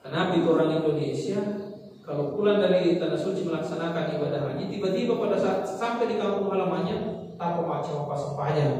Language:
Buginese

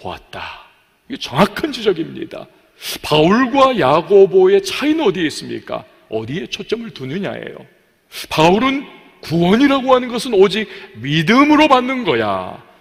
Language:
Korean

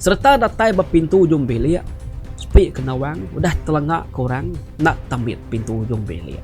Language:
Iban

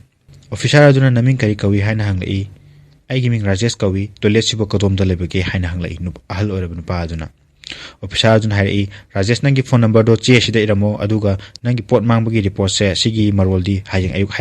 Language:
Manipuri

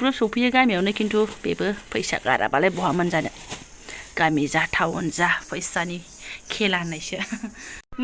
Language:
Bodo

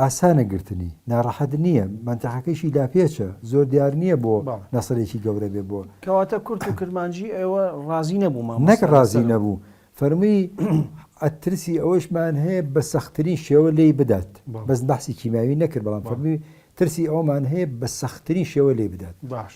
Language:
Central Kurdish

